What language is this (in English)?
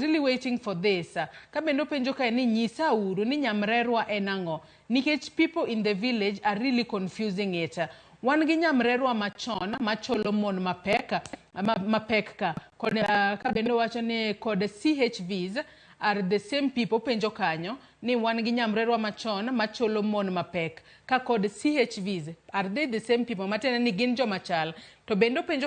Luo (Kenya and Tanzania)